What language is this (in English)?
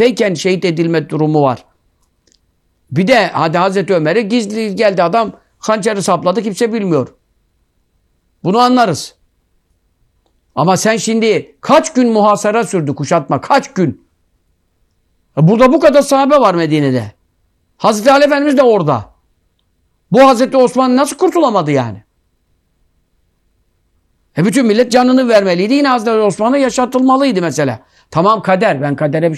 Turkish